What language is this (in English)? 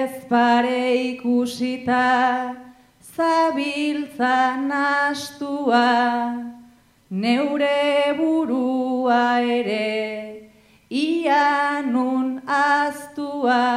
Basque